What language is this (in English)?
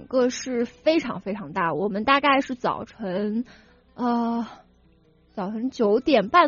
Chinese